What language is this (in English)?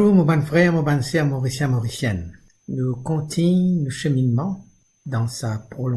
Morisyen